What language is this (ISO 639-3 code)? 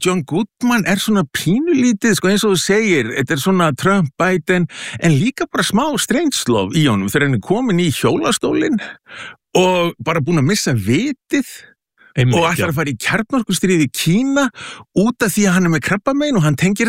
isl